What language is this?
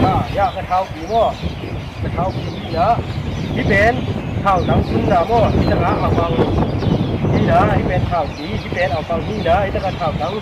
Tedim Chin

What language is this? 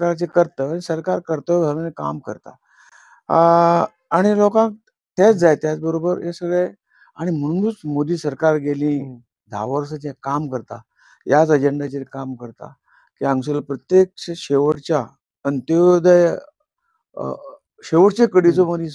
Konkani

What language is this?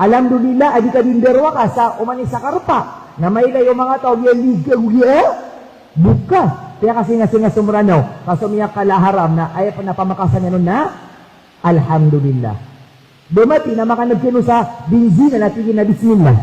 Maranao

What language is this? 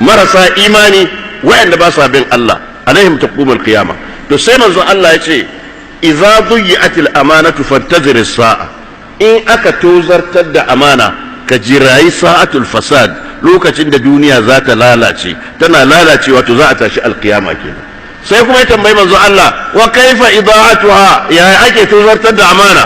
Hausa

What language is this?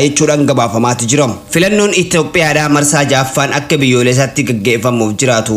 Oromo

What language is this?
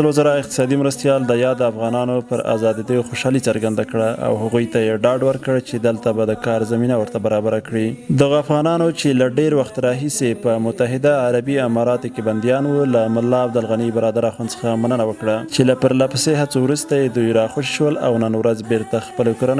Pashto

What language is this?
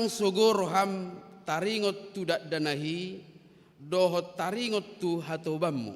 Batak Toba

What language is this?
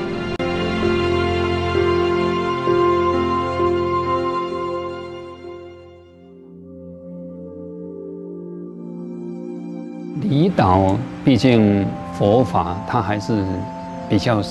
Chinese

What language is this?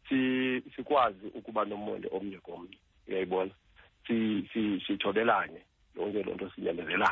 Xhosa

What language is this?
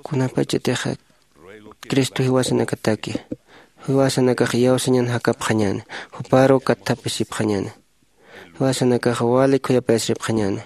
Aymara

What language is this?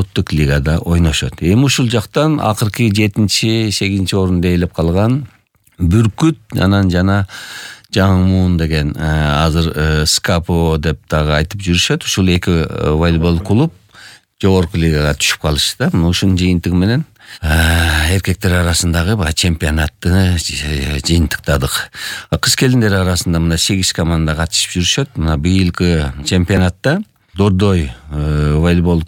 Kyrgyz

